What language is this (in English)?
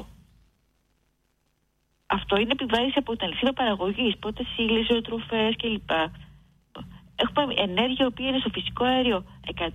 Greek